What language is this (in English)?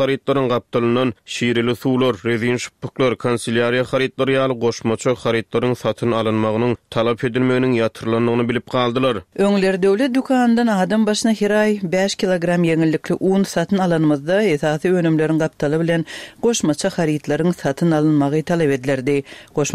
Turkmen